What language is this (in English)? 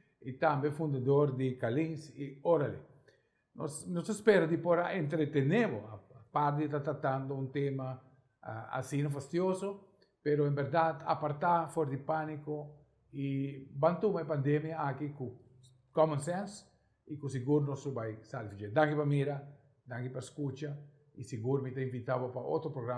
Papiamento